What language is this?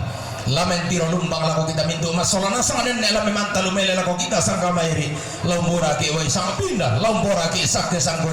Toraja-Sa'dan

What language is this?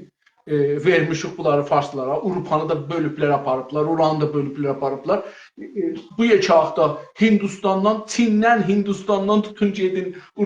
South Azerbaijani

